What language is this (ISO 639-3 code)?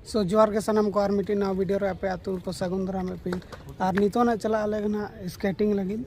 sat